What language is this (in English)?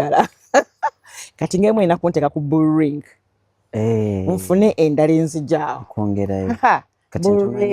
Ganda